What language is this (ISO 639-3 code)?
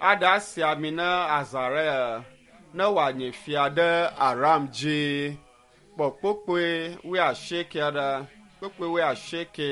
ewe